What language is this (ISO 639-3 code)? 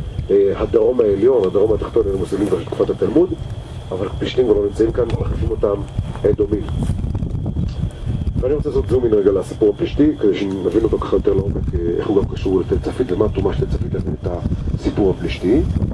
heb